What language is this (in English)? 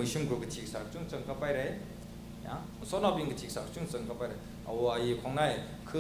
Tangkhul Naga (India)